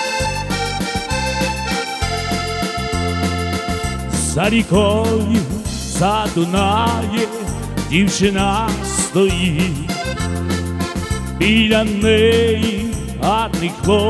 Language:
Ukrainian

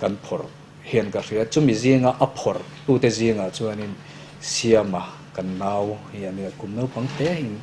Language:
Mizo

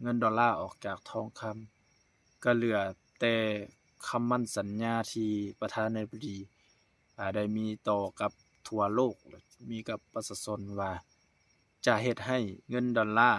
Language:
Lao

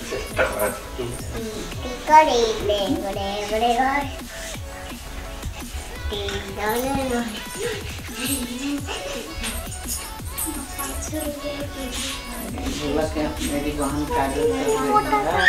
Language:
Hindi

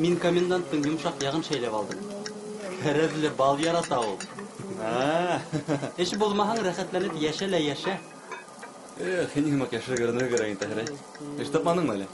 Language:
Bashkir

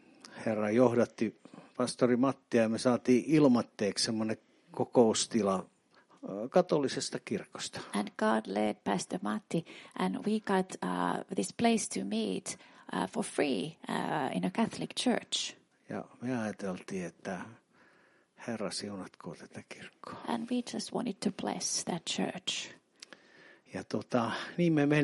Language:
Finnish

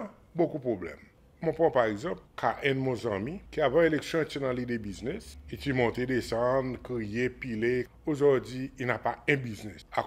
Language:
Seselwa Creole French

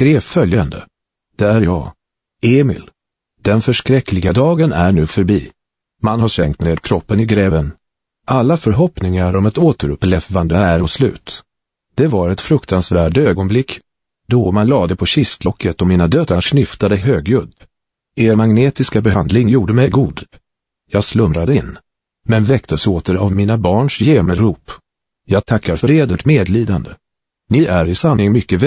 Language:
Swedish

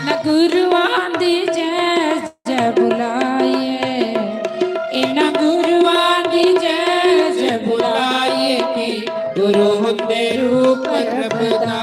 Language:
Dogri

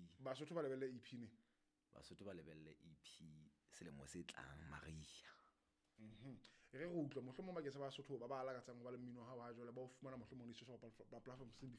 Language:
Southern Sotho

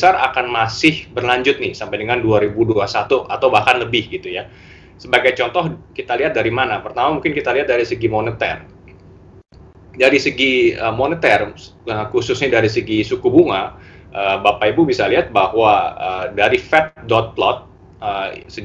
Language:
Indonesian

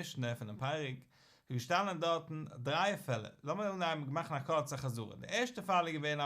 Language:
Yiddish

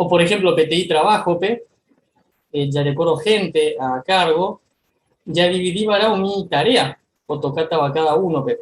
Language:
Guarani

